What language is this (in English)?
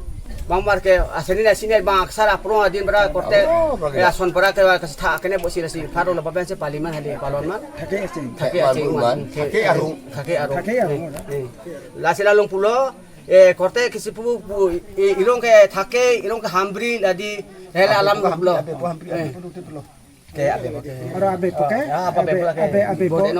Karbi